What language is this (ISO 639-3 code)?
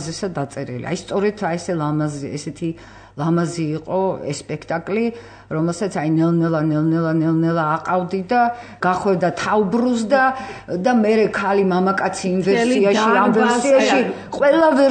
kat